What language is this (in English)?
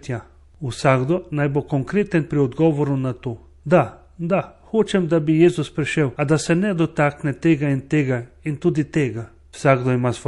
Slovenian